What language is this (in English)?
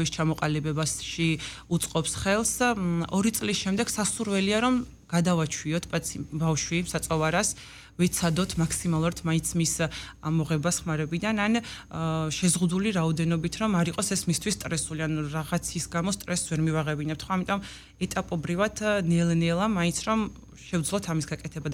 Georgian